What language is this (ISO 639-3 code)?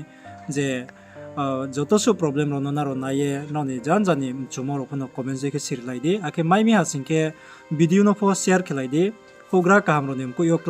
ria